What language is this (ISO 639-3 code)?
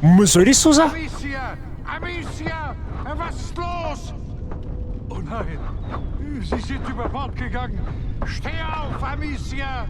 bar